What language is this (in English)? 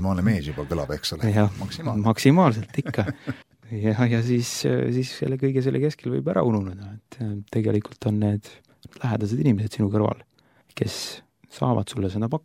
Estonian